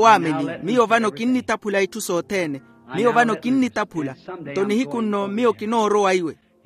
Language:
Makhuwa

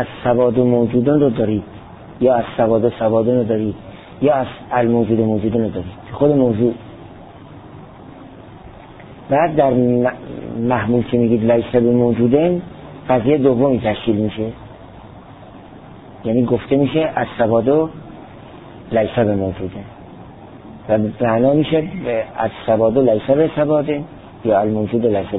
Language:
Persian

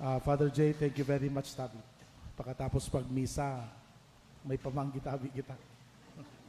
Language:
Bikol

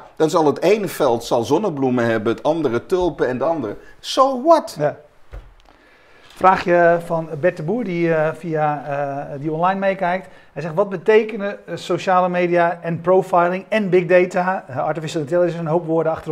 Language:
Dutch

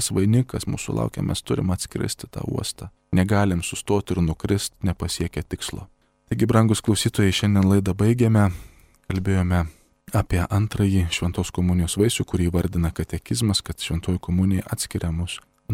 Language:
Lithuanian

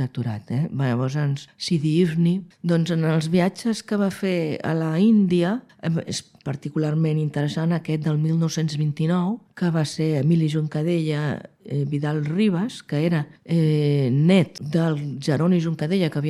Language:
Catalan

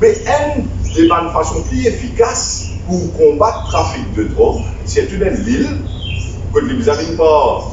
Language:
Morisyen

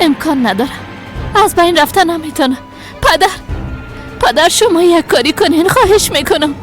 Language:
Persian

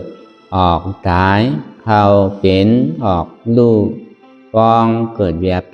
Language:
Shan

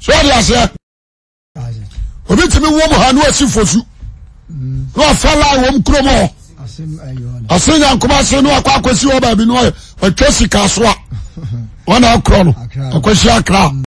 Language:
Akan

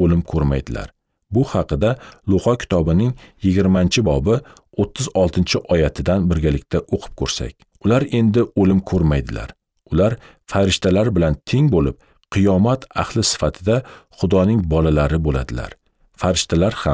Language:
Uzbek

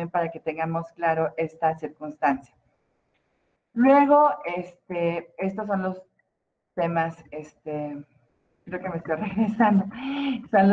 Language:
Spanish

